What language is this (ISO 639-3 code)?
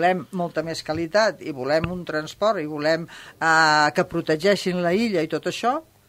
cat